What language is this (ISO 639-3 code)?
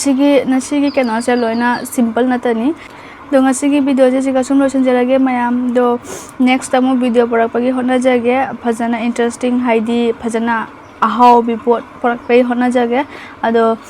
mni